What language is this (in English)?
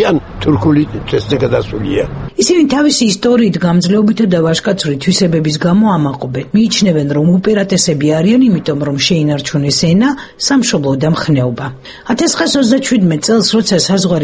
Georgian